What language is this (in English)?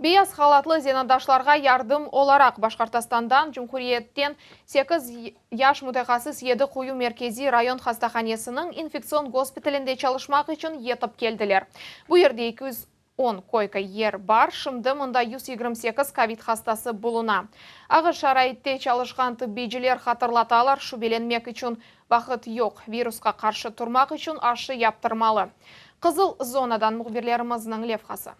Crimean Tatar